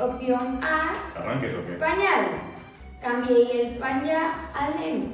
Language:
Asturian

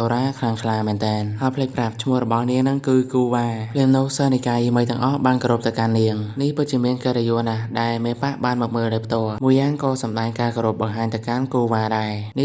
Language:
Khmer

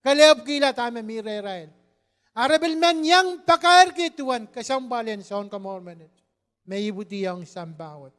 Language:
Pohnpeian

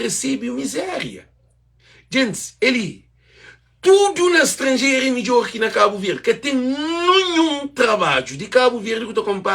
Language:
Kabuverdianu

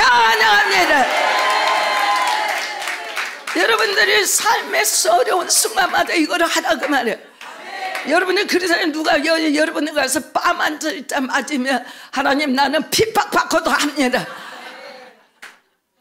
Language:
Korean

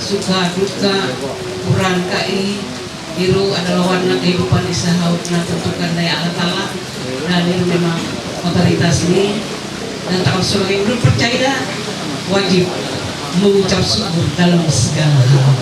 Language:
Ma'anyan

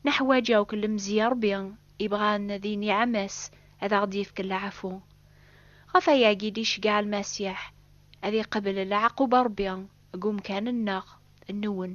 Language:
Kabyle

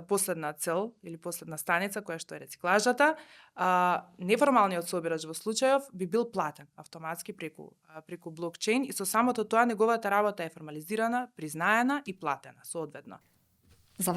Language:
Macedonian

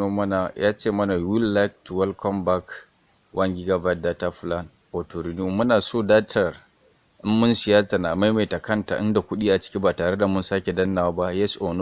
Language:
Hausa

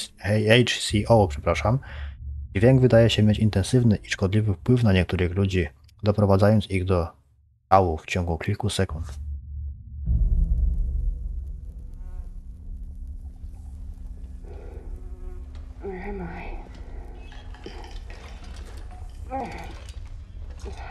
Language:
Polish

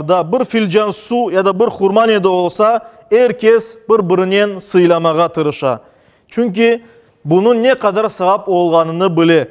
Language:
Crimean Tatar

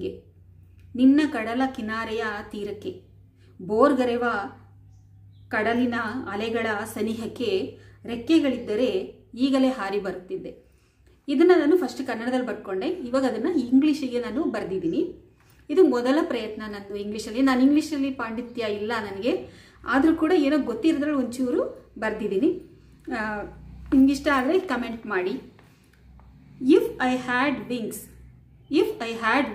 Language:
Kannada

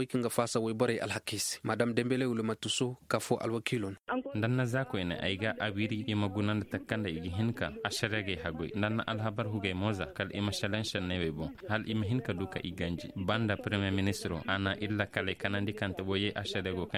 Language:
Zarma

